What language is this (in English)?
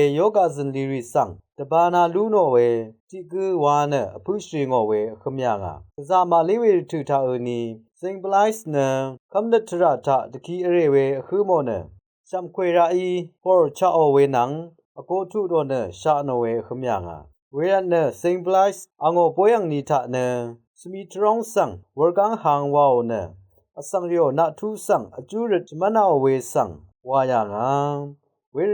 Rawang